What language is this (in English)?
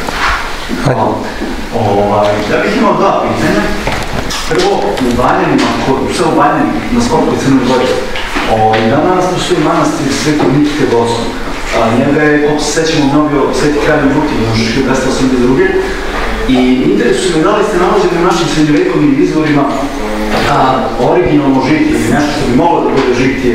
Serbian